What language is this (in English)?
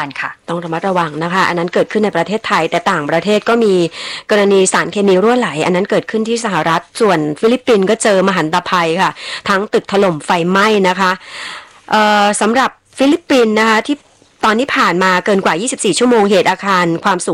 Thai